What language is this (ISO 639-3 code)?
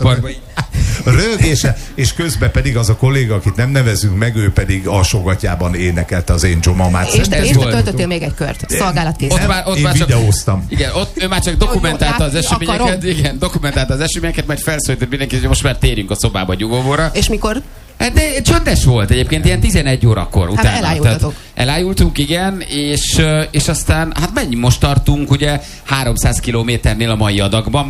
hun